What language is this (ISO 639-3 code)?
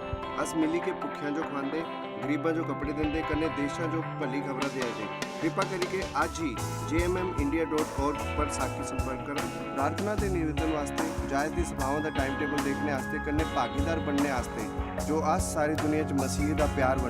doi